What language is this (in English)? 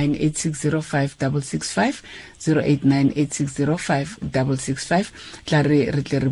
Tswana